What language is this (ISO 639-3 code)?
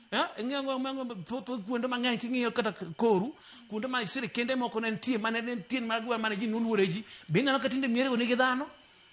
luo